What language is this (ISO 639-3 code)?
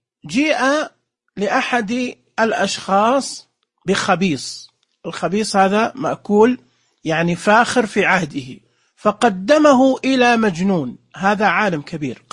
ars